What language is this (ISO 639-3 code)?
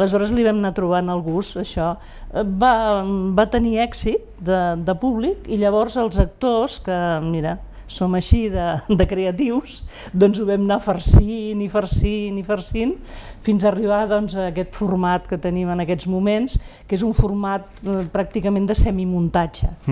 cat